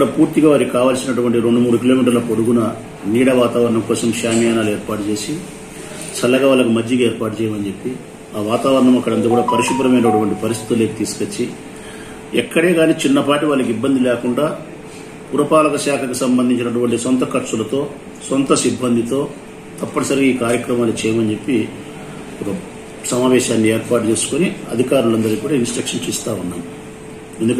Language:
Telugu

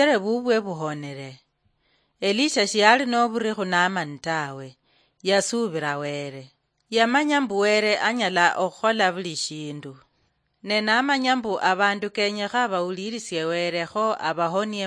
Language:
Luyia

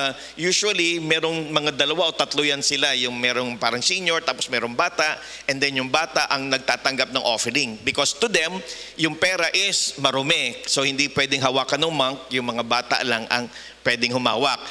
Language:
Filipino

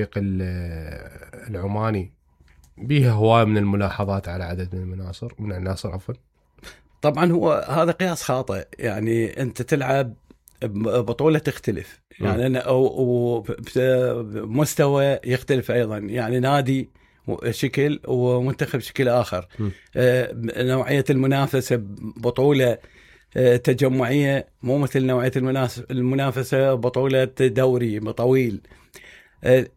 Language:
Mesopotamian Arabic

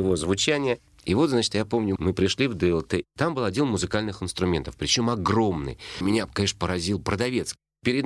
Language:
Russian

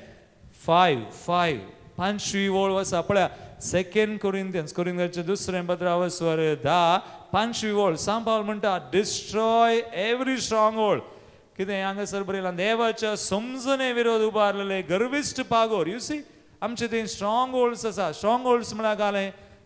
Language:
Konkani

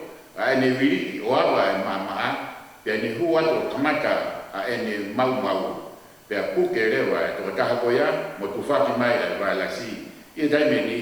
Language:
Tongan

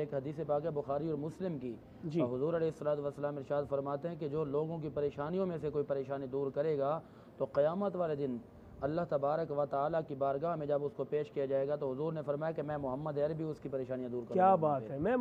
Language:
Urdu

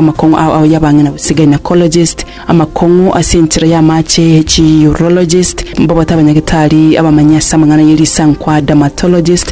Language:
Gusii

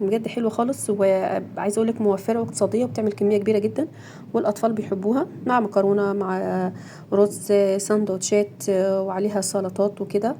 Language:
Egyptian Arabic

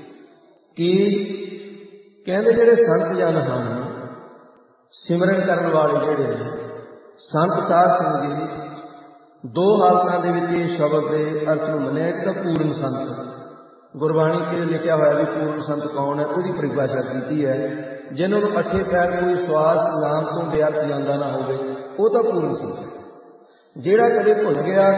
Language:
Punjabi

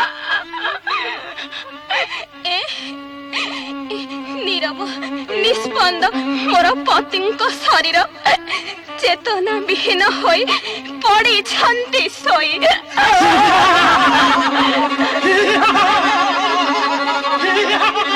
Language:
Odia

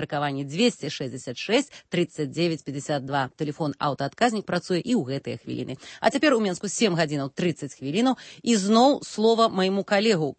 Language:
Belarusian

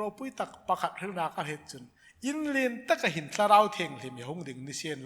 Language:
Hmar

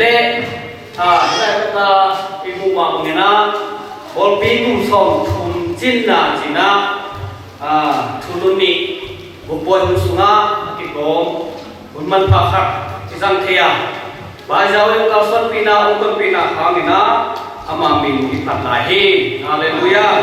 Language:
Tedim Chin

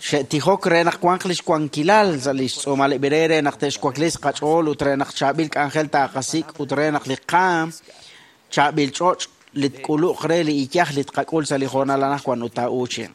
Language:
Kekchí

